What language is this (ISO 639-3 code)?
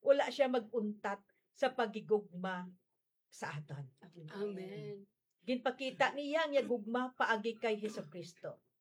hil